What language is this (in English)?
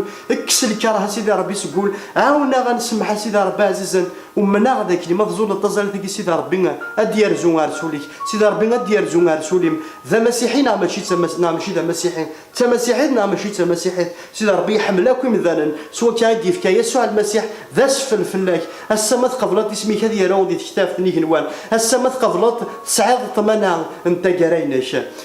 Kabyle